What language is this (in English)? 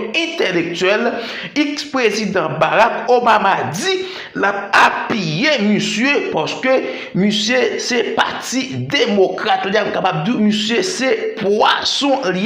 Haitian Creole